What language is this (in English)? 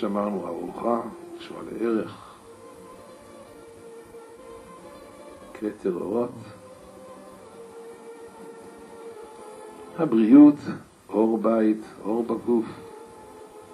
Hebrew